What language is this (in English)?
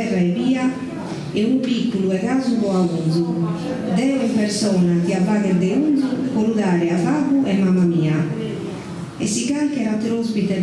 Sardinian